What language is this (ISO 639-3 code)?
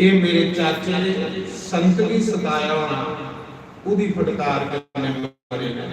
doi